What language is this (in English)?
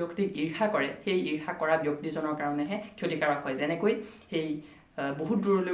Assamese